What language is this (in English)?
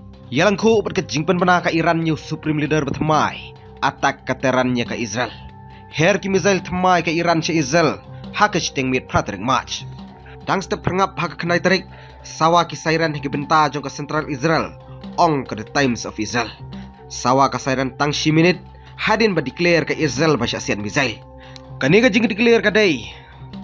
Khasi